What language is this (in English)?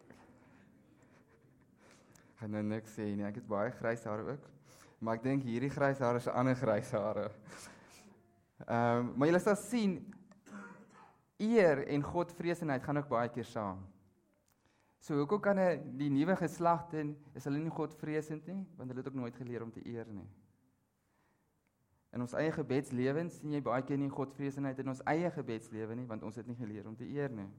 Afrikaans